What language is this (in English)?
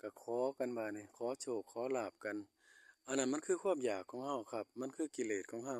Northeastern Thai